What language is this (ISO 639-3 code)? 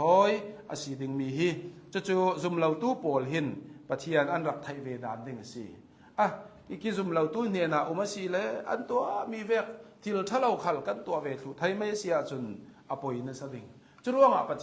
cnh